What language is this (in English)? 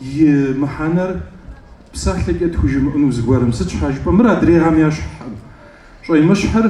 Kabardian